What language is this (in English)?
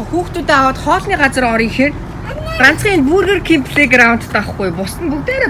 Mongolian